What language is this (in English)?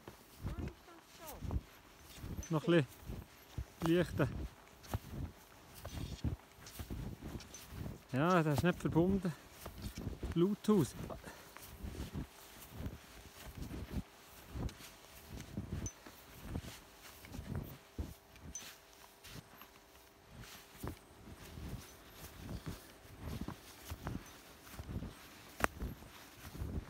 German